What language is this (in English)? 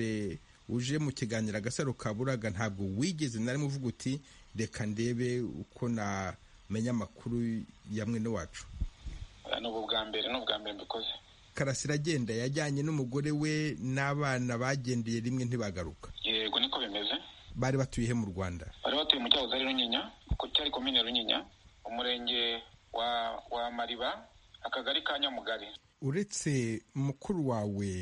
Kinyarwanda